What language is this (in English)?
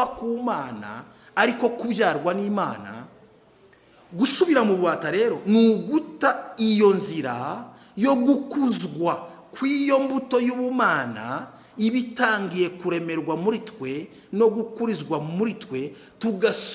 Kinyarwanda